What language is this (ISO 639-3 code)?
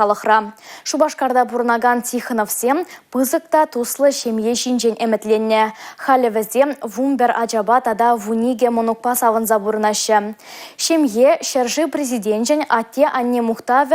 chv